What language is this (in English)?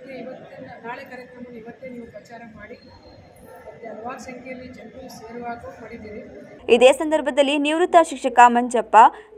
Kannada